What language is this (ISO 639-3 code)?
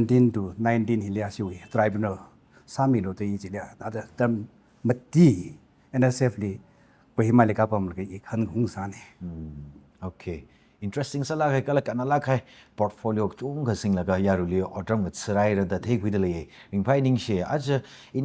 nmf